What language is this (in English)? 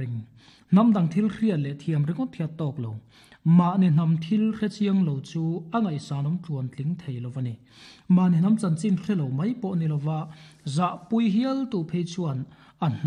Mizo